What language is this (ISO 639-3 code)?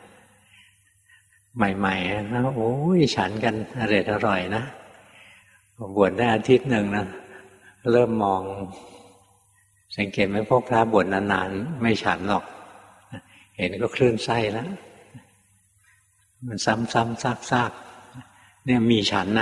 tha